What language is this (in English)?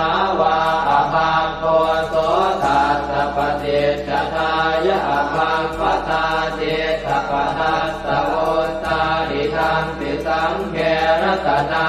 Pali